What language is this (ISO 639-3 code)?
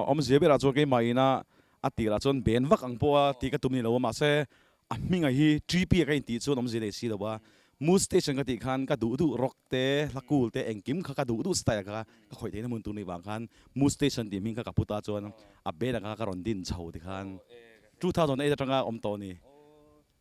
lus